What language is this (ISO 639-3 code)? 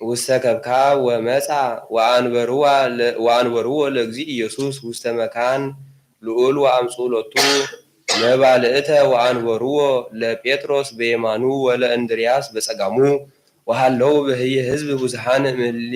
gez